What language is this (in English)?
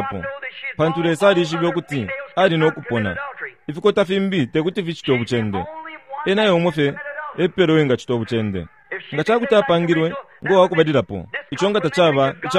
Bemba